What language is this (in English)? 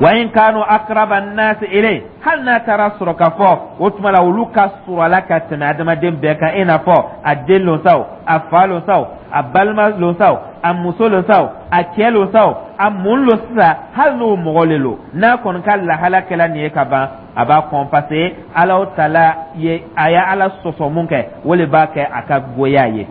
Dyula